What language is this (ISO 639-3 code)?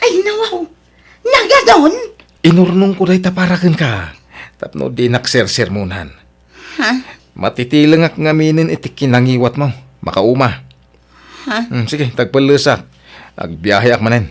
ilo